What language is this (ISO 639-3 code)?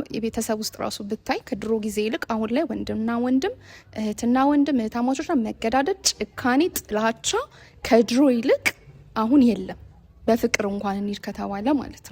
amh